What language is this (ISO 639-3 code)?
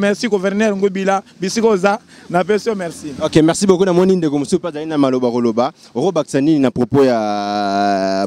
lin